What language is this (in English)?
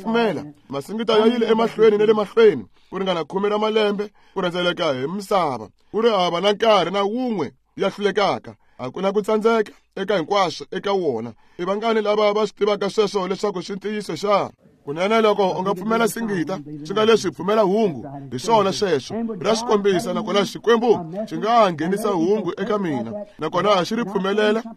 Tsonga